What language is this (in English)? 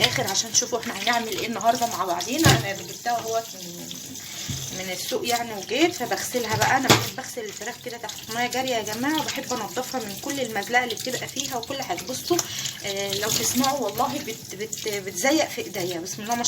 Egyptian Arabic